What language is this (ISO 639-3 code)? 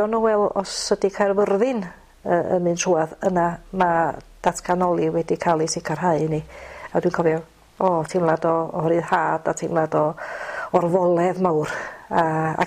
cym